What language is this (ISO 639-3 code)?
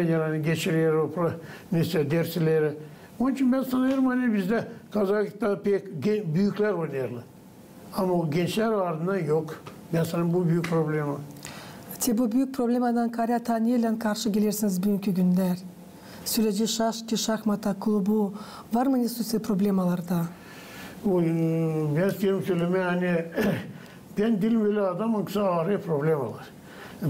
gag